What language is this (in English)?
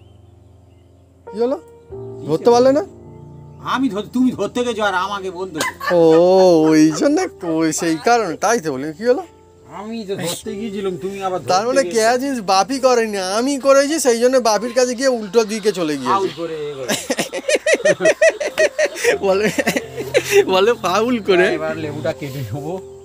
Bangla